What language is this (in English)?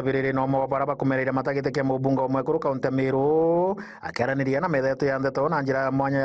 Meru